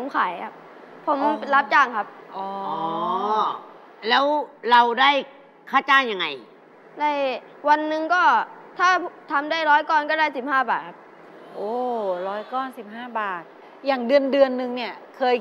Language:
Thai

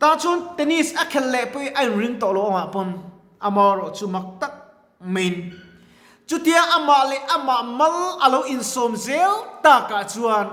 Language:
Mizo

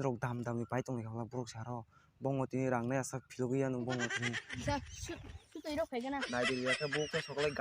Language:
Kok Borok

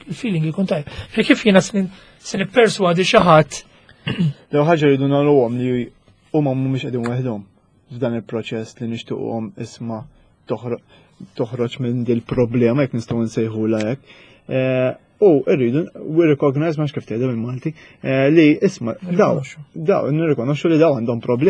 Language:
Maltese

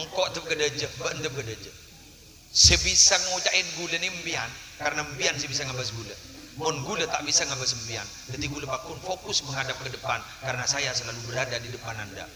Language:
Madurese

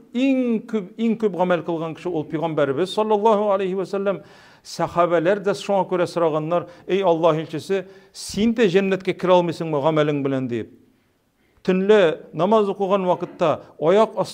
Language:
Tatar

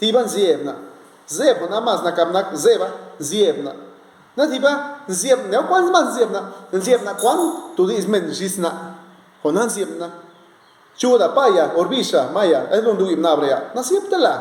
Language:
Zapotec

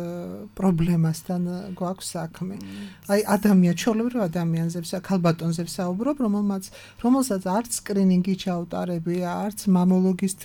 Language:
Georgian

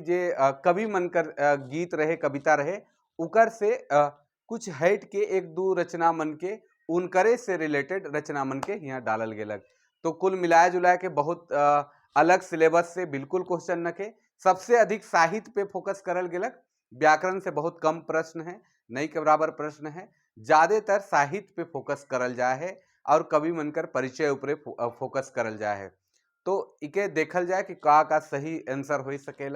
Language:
Sadri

